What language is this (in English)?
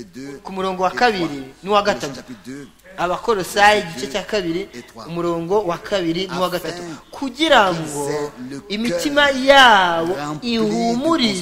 Kinyarwanda